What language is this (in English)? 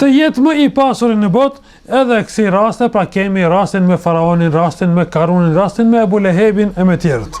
Albanian